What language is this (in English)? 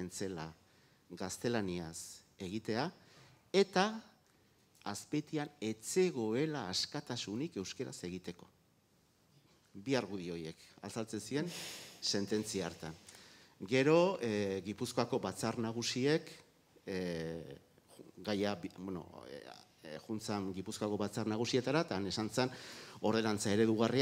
Basque